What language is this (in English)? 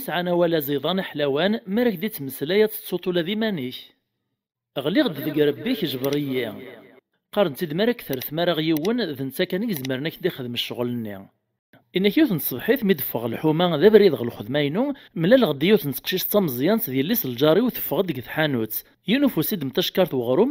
Kabyle